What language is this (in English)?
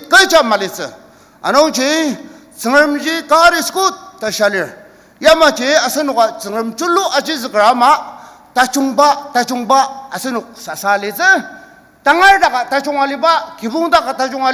Ao Naga